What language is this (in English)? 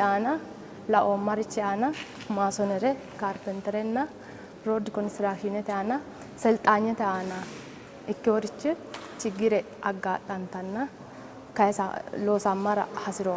Sidamo